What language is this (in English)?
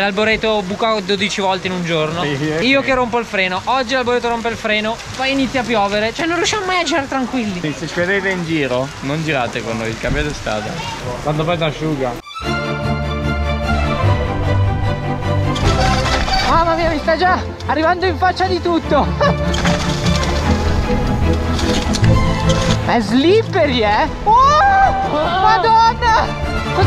Italian